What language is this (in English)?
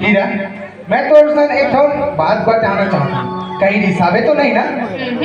Chhattisgarhi